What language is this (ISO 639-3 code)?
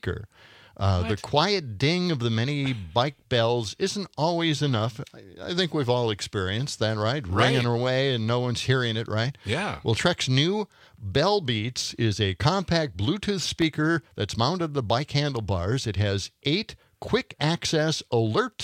eng